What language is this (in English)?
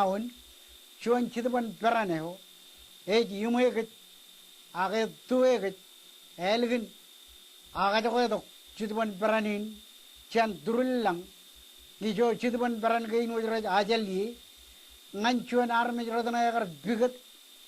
Marshallese